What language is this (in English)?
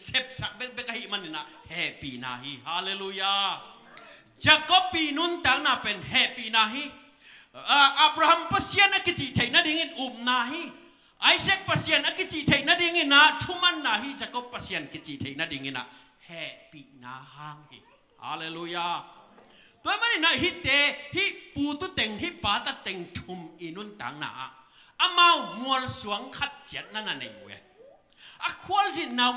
Tedim Chin